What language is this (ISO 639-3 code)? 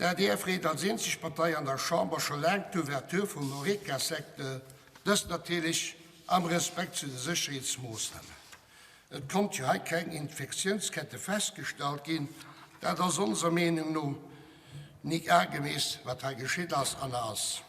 ltz